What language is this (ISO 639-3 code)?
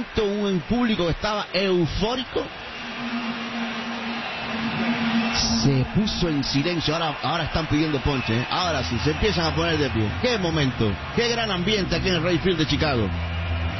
spa